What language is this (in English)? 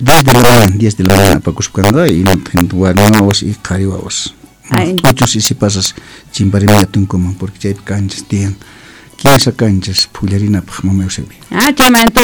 South Bolivian Quechua